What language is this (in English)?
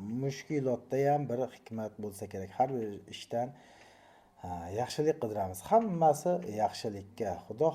Uzbek